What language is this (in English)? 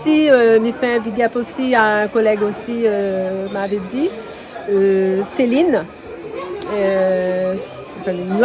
Réunion Creole French